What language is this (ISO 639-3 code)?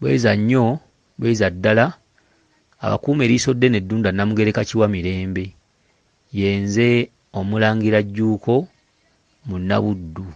lug